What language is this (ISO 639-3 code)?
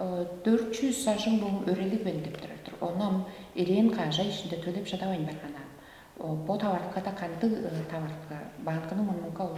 tyv